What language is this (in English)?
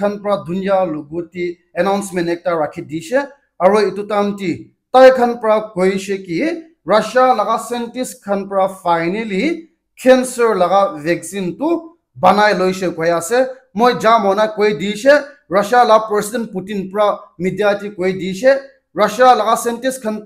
Naga Pidgin